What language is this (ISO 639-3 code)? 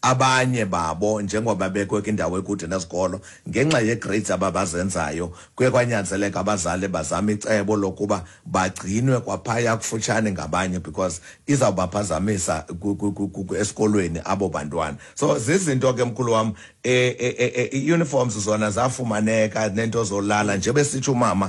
xho